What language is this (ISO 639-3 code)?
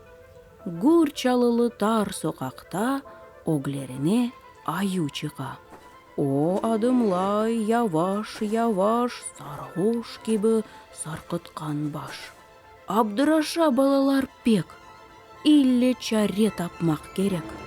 crh